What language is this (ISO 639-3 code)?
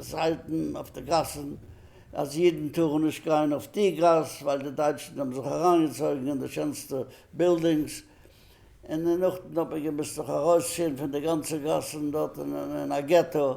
yid